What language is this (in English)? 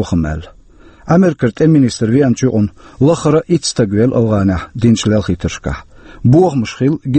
Chechen